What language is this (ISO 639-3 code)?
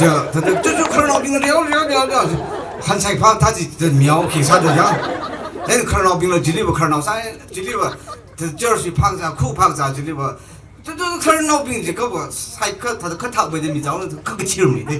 nmf